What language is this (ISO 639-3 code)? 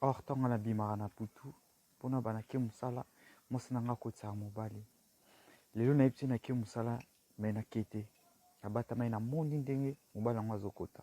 lin